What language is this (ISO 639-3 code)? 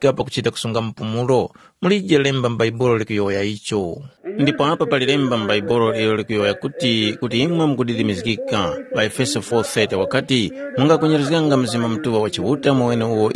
tum